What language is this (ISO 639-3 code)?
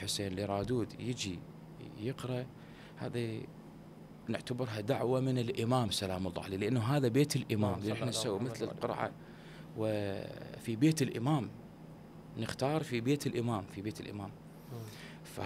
acm